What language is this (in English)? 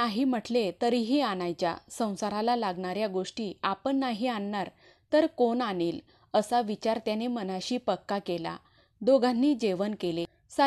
Marathi